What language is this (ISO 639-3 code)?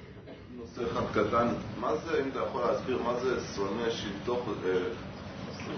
heb